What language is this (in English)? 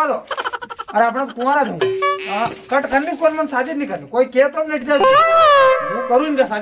Rajasthani